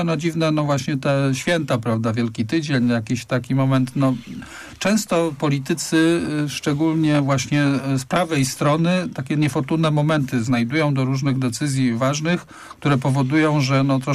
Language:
Polish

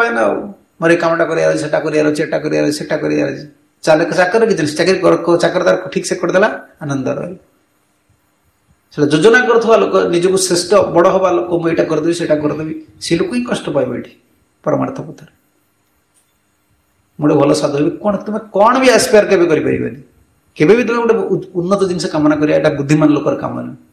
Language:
Odia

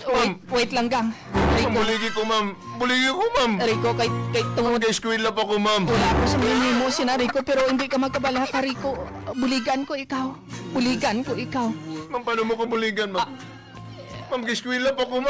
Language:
Hiligaynon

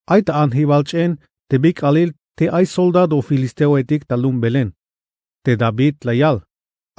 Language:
Tzeltal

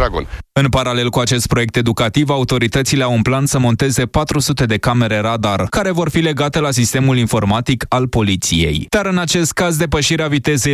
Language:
Romanian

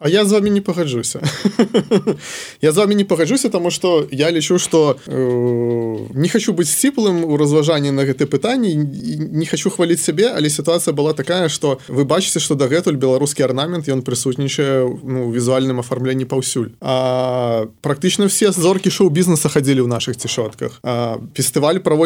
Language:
Belarusian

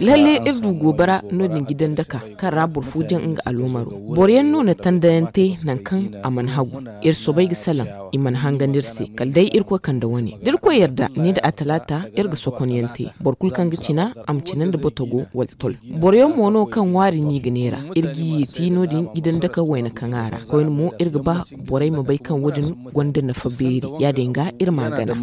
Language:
Zarma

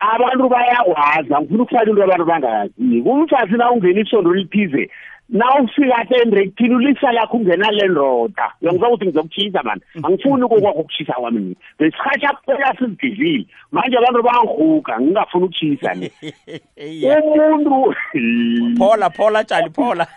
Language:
South Ndebele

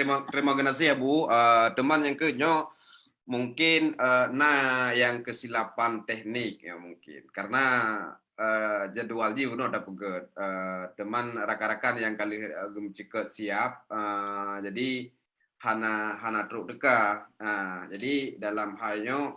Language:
Achinese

